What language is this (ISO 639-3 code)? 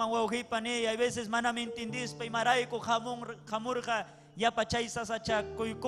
quy